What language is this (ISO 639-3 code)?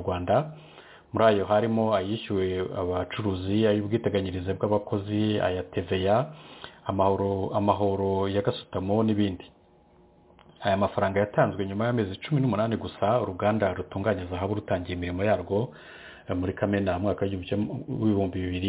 kin